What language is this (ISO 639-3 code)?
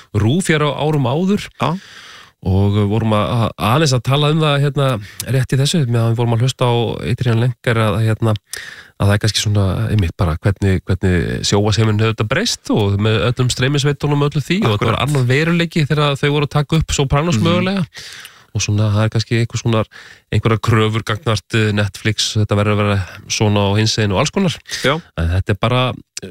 isl